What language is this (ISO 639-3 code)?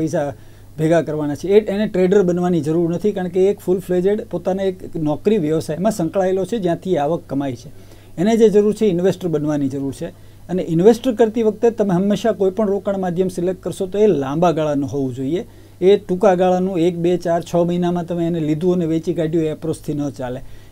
guj